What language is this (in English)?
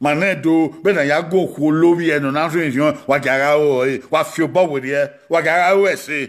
Bini